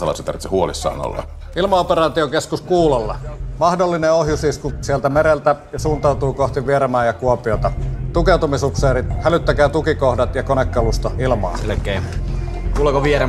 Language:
Finnish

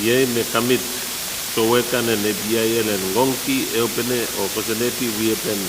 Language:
Pohnpeian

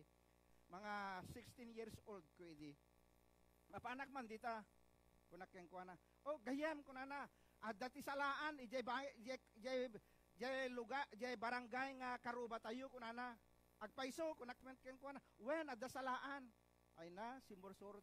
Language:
Iloko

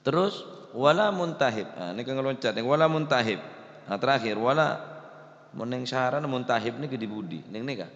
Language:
Madurese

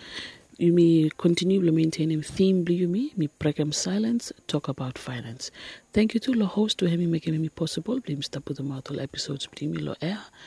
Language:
Bislama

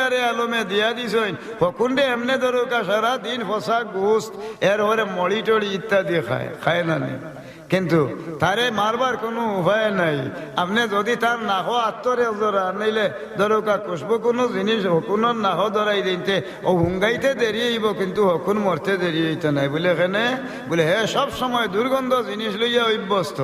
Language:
Sylheti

